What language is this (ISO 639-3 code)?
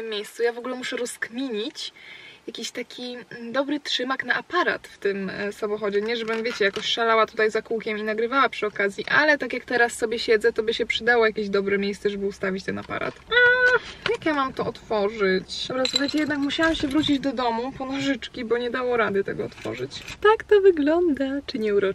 pol